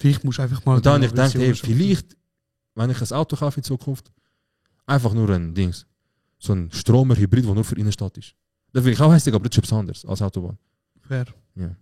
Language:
Swiss German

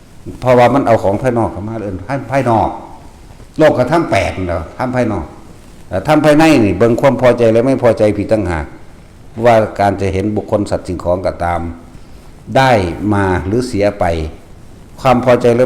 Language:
Northeastern Thai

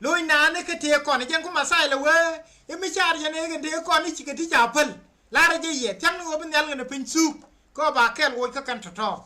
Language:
Nuer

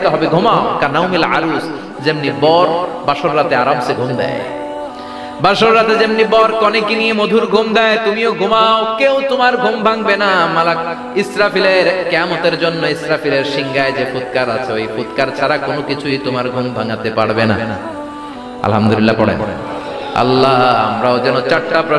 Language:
Bangla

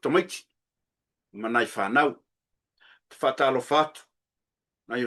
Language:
Samoan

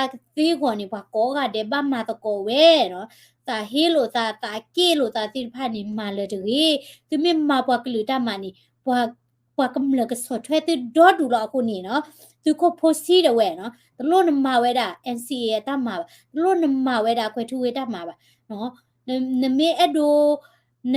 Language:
S'gaw Karen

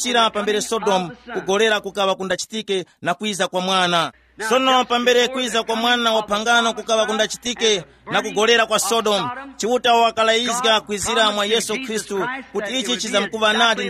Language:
Tumbuka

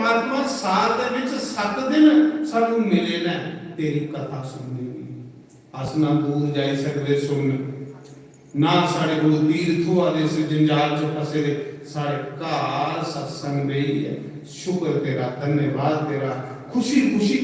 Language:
Dogri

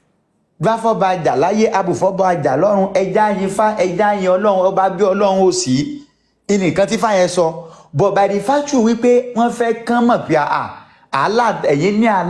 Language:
Yoruba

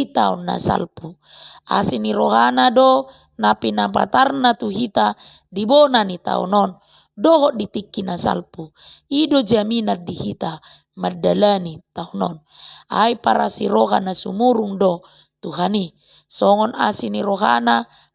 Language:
Batak Toba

